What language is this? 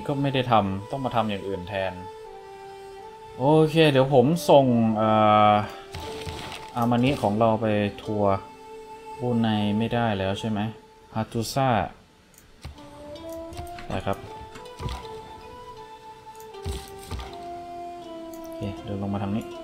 Thai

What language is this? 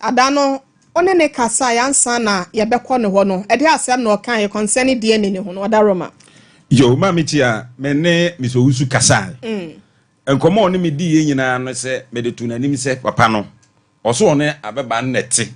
Akan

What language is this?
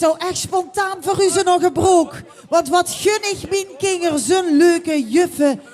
Limburgish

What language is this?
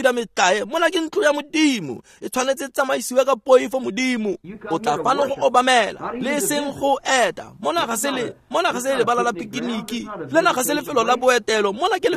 Tswana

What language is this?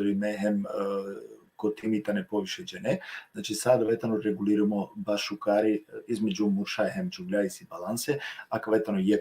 Balkan Romani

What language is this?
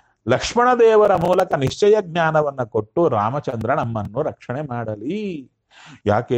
Kannada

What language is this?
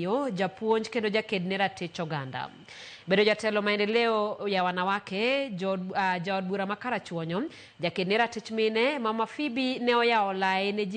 Luo (Kenya and Tanzania)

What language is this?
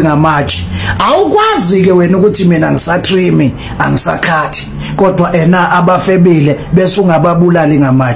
Zulu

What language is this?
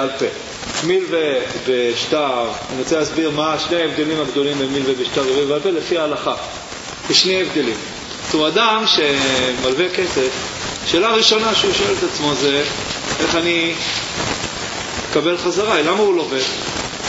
Hebrew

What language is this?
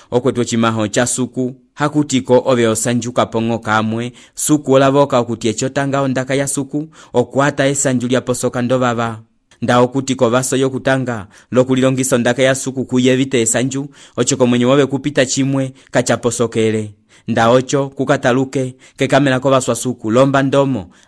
Umbundu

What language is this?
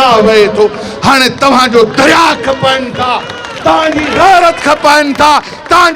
Sindhi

